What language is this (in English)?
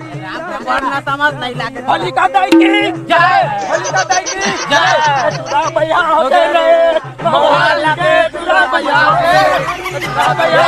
Chhattisgarhi